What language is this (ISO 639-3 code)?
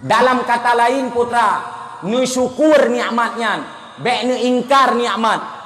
ace